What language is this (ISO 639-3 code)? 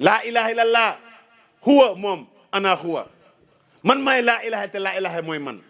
wol